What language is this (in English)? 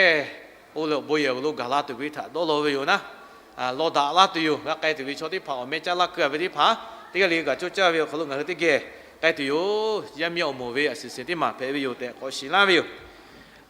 Lahu